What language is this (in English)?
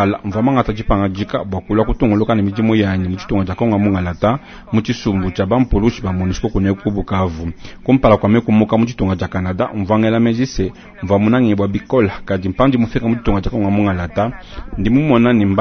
Luba-Lulua